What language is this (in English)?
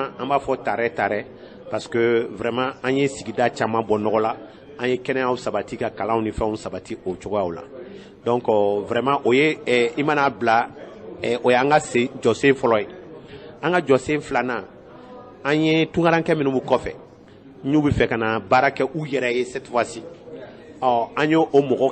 Bambara